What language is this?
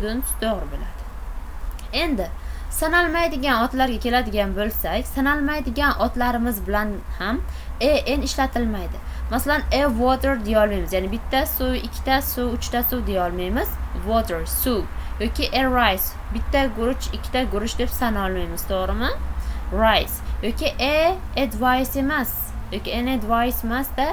Uzbek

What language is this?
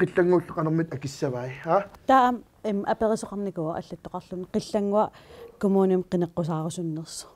Kalaallisut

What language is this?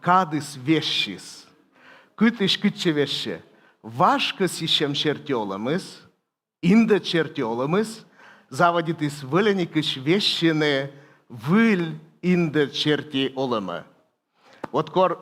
Komi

